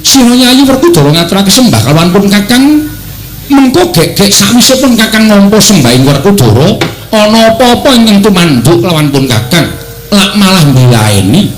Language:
Javanese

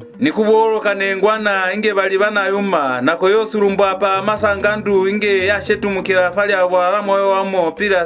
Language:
Lozi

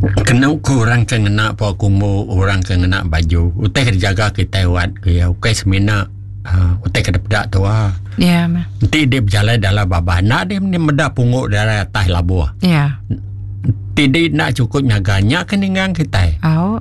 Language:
Iban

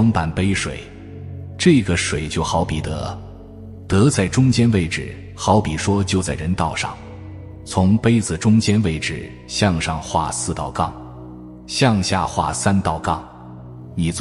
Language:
Chinese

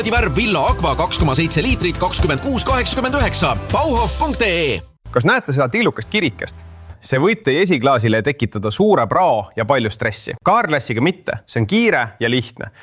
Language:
Estonian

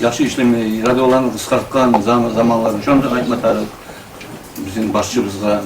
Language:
Kumyk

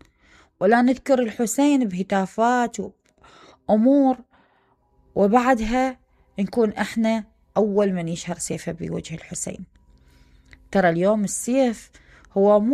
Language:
Mesopotamian Arabic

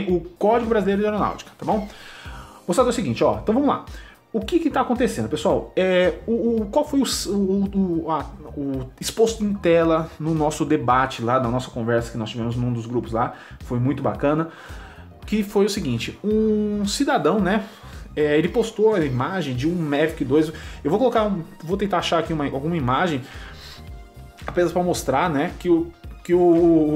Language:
Portuguese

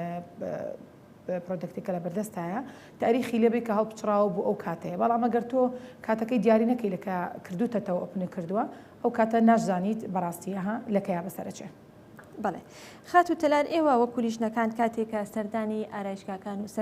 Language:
Central Kurdish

